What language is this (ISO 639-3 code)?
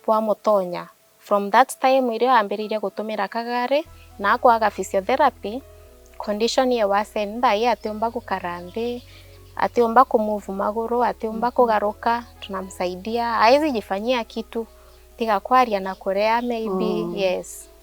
mer